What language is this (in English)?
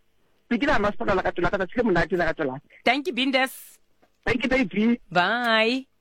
Southern Sotho